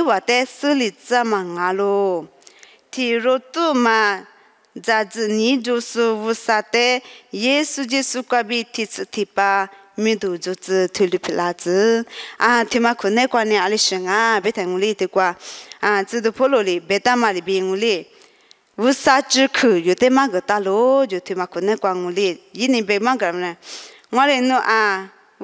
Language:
Lisu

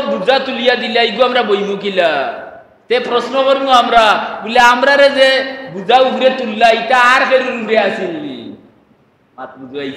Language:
Sylheti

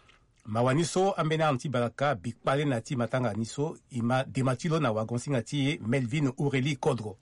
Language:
Sango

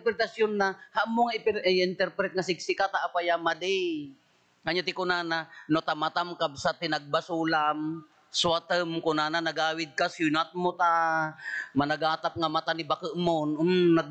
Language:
Iloko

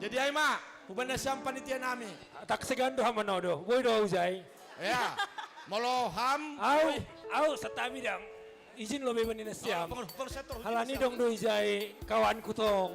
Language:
Batak Simalungun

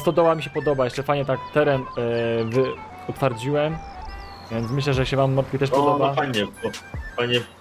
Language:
Polish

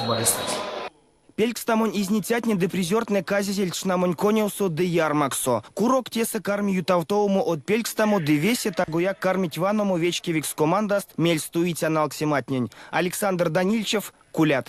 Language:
Erzya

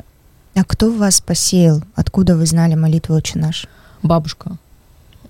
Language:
Russian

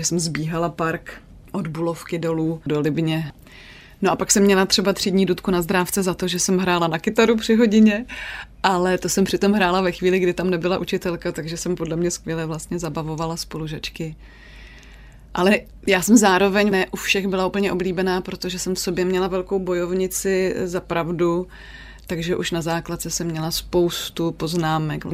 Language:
Czech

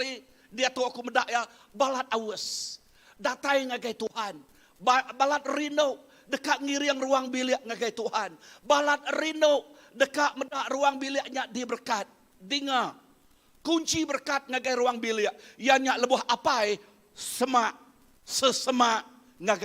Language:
Iban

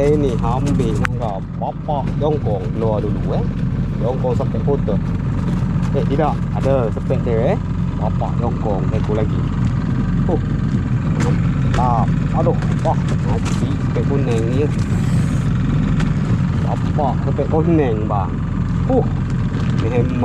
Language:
Malay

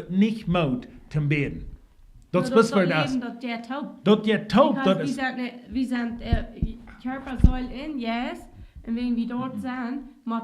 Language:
Plautdietsch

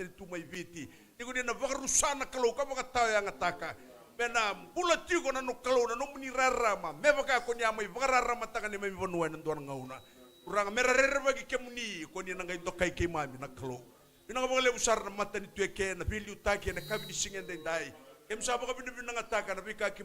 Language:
Fijian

